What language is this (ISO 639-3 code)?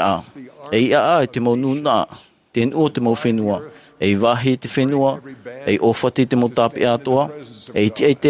tah